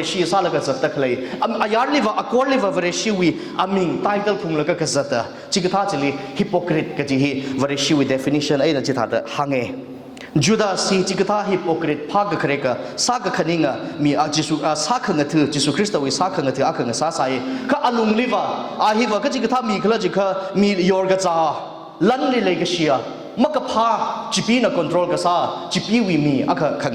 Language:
Tangkhul Naga (India)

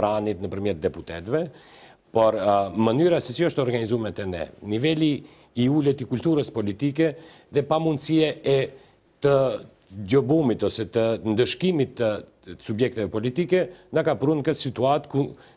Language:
Albanian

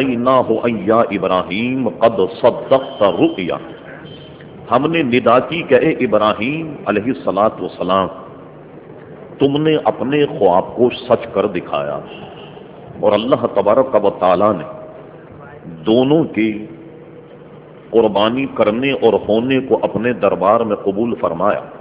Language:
Urdu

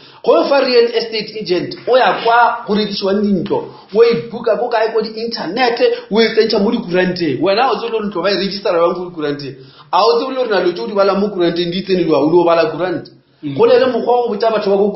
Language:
Northern Sotho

